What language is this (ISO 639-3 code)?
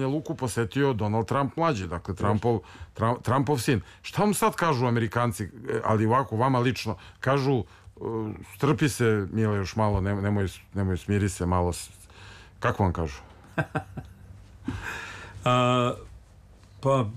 srp